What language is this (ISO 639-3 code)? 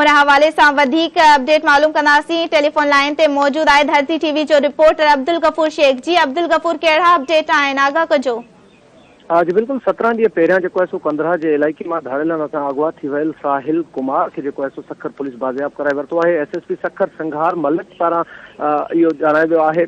snd